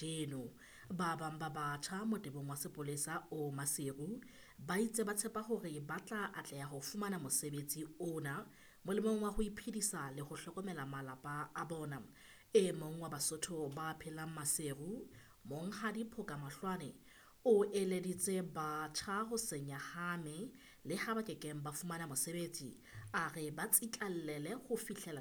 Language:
Southern Sotho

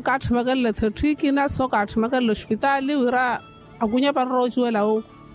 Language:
Makhuwa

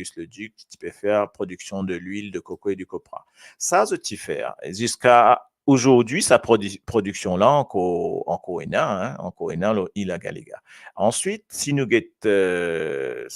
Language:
Morisyen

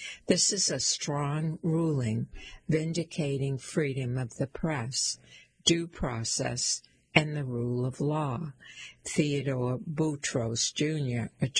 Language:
English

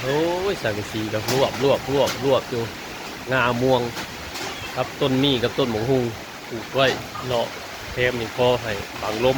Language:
Northeastern Thai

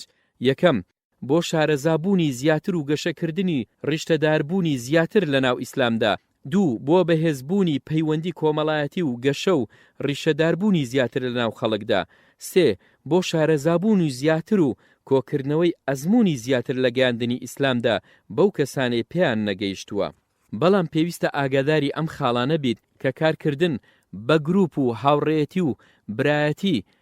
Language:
Central Kurdish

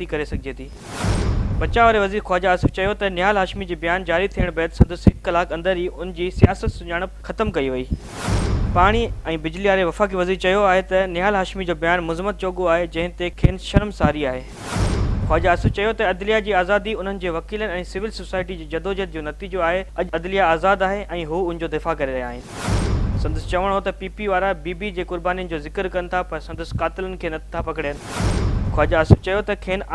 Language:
Sindhi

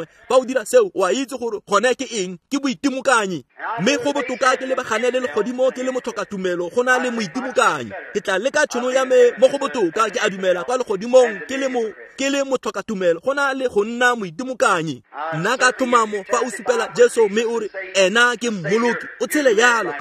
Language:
Tswana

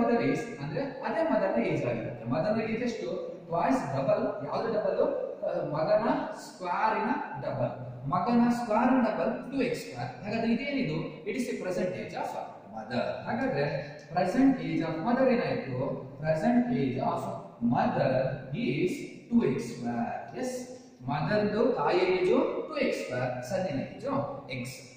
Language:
Kannada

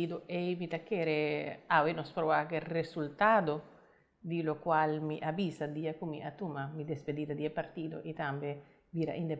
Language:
Papiamento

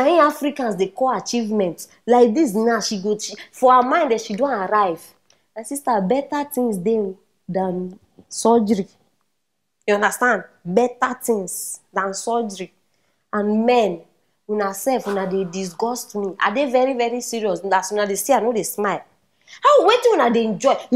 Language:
Nigerian Pidgin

